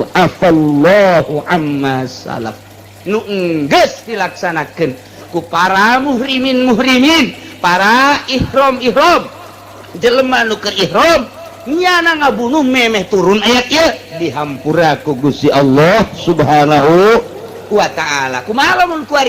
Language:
Sundanese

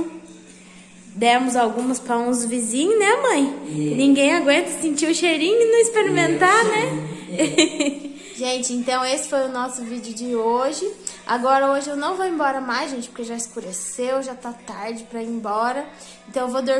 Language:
Portuguese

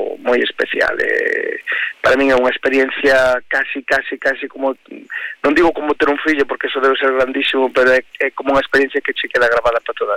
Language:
Galician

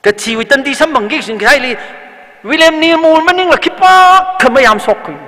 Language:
Tangkhul Naga (India)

